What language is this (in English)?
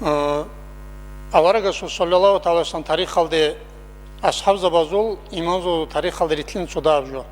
Avaric